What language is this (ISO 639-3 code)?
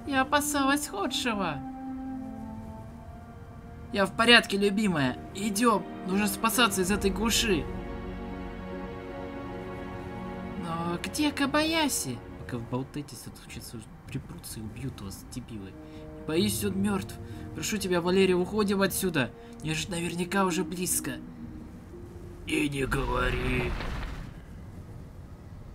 rus